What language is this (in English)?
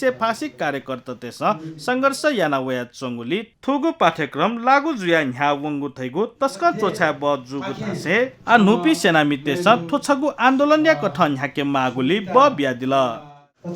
Newari